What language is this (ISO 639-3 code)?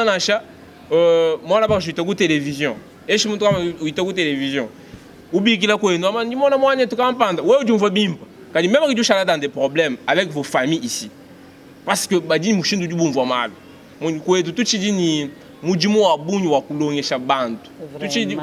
lua